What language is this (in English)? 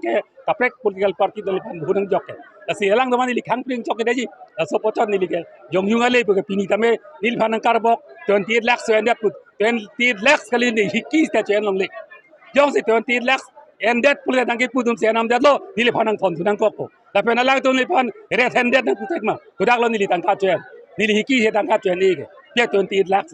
Karbi